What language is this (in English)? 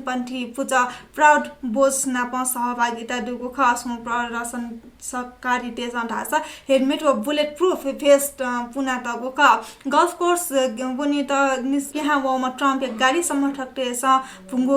Newari